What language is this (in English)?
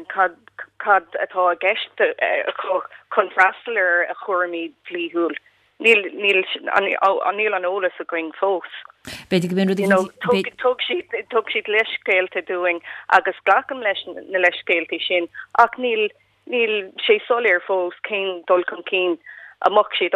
Irish